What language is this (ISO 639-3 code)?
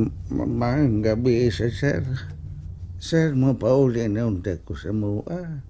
ceb